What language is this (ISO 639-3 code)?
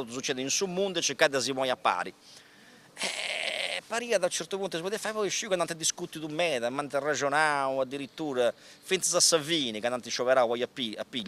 srd